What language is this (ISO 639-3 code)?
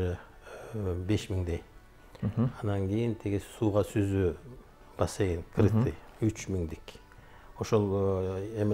kir